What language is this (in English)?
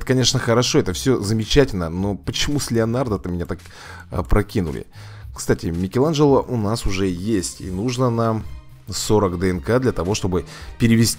Russian